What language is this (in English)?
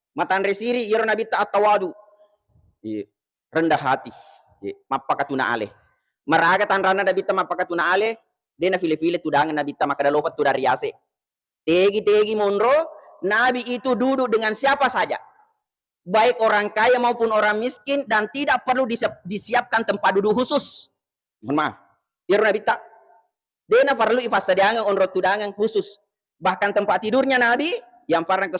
Buginese